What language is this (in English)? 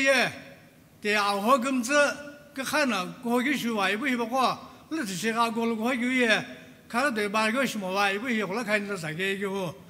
Sumi Naga